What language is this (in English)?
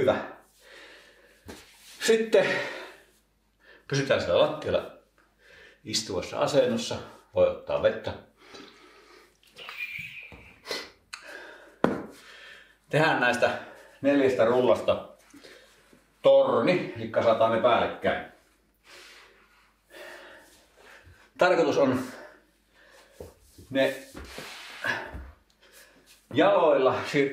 Finnish